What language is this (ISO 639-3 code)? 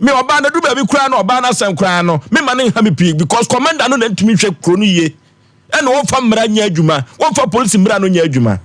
aka